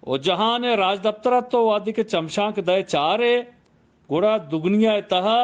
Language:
Eastern Balochi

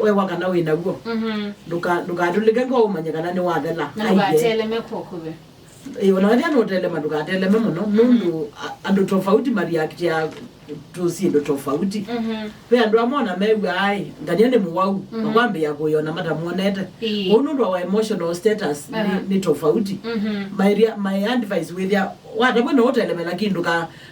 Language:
Kamba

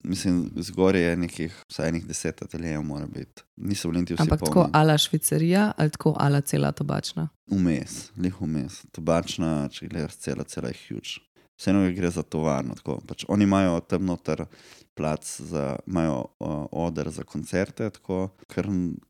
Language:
Slovenian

